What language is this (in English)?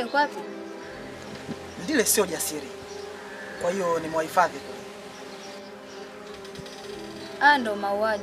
Swahili